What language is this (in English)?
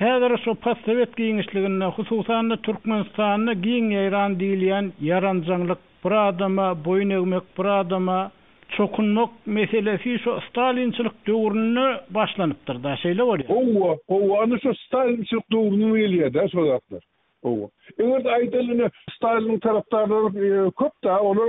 Turkmen